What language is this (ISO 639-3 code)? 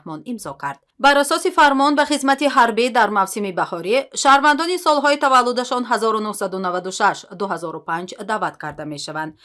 tgk